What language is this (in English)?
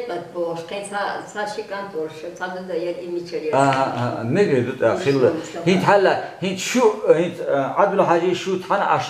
Chechen